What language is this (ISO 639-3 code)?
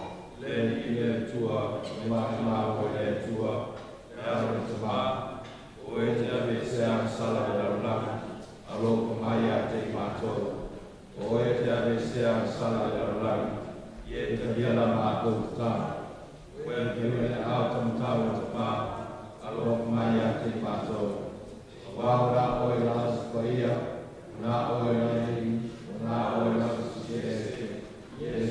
smo